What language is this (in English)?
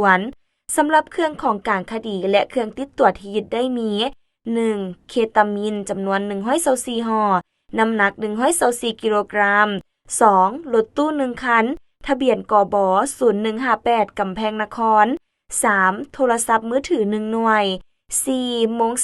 Lao